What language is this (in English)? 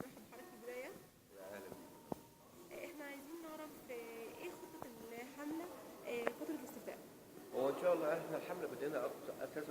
Egyptian Arabic